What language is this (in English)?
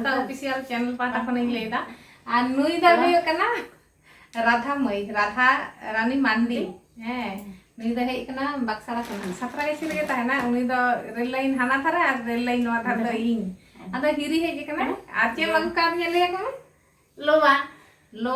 Santali